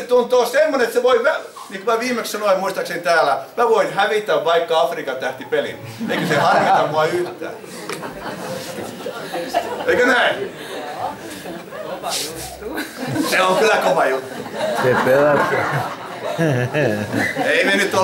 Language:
Finnish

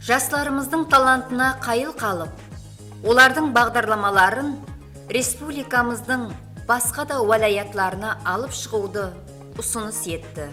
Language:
Kara-Kalpak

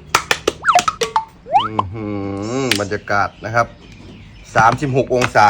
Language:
Lao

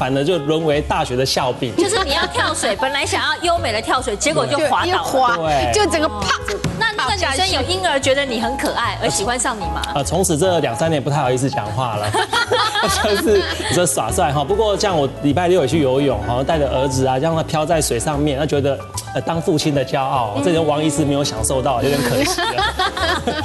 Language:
Chinese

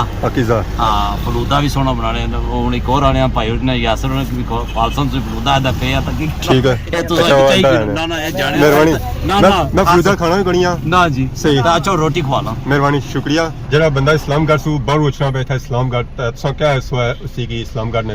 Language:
Pahari-Potwari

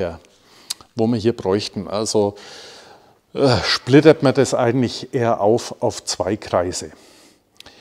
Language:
German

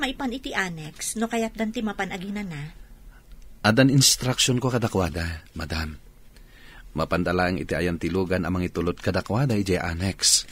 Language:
Iloko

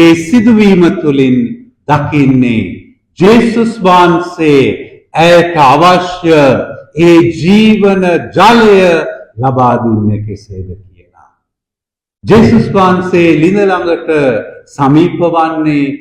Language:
Sinhala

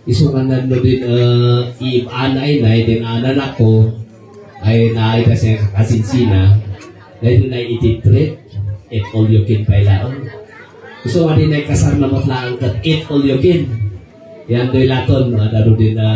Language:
Kankanaey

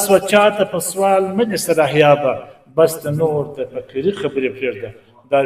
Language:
Pashto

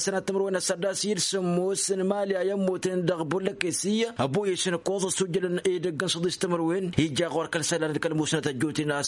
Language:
Tamasheq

